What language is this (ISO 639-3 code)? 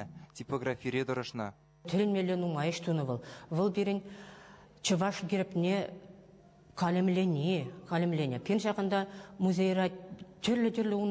chv